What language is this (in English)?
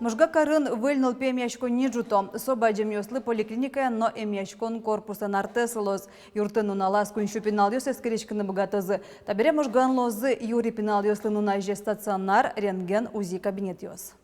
Udmurt